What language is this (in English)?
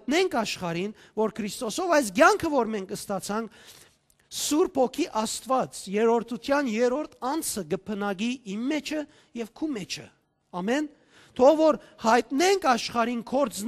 Western Armenian